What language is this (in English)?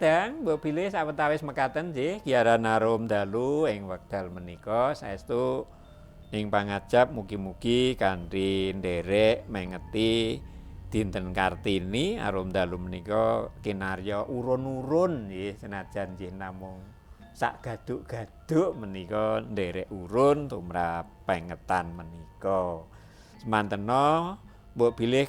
Javanese